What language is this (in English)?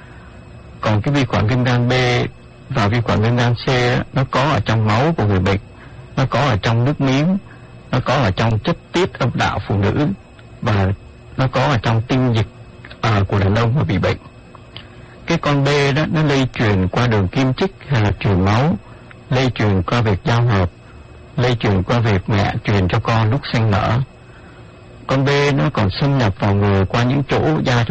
Vietnamese